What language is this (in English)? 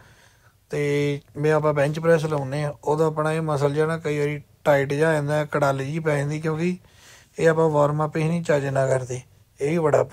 Punjabi